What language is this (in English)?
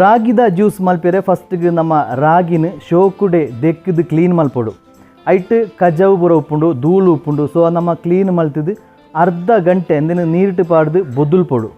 Tulu